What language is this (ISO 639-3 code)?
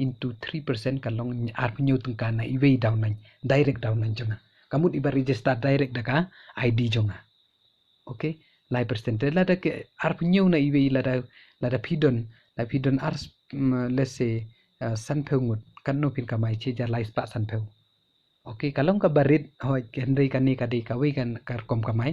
kha